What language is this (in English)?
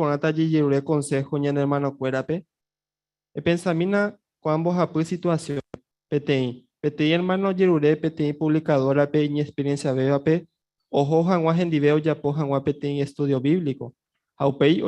Guarani